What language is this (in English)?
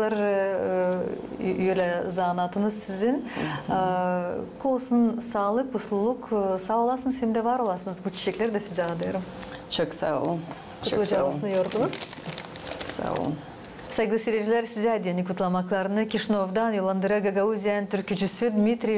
Gagauz